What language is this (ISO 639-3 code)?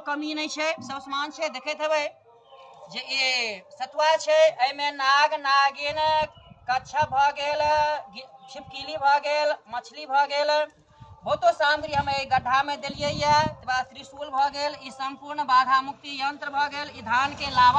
mai